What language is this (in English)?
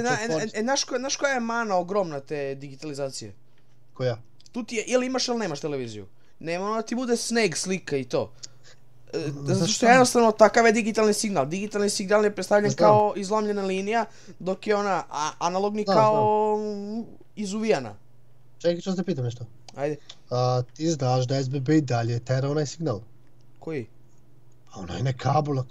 Serbian